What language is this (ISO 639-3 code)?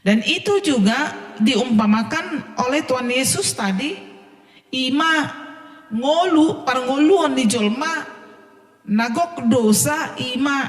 bbc